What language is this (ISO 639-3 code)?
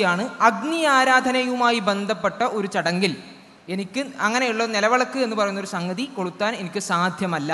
mal